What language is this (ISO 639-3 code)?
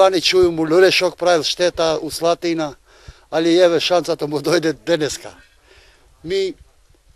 mkd